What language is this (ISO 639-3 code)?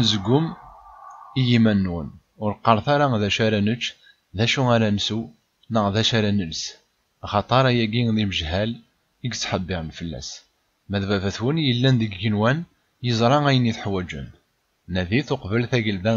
kab